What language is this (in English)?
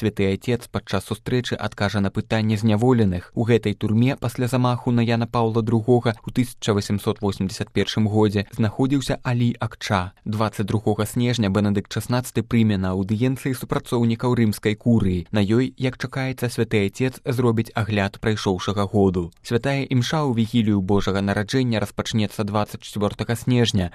Belarusian